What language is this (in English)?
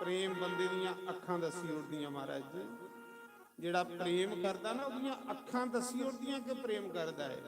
Dogri